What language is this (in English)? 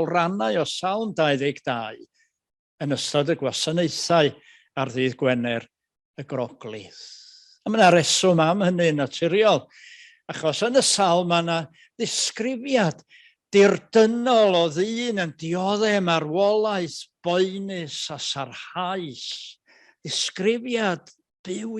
Welsh